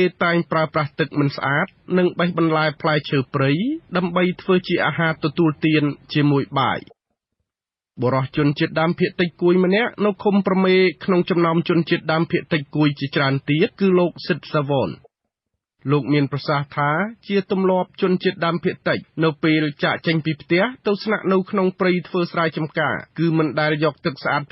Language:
Khmer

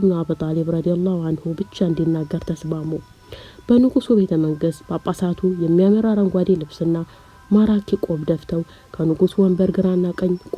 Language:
Amharic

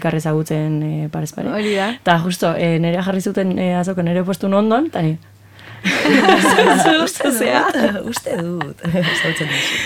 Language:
Basque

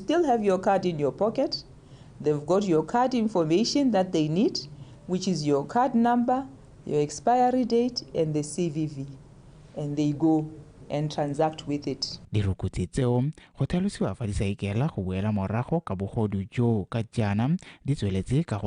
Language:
Tswana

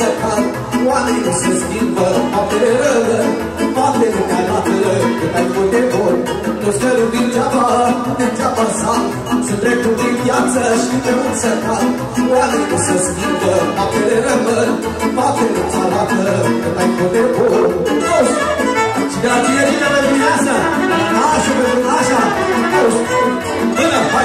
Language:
Romanian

